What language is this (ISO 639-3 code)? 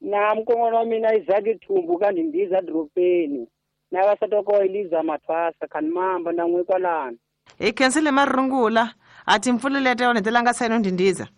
tso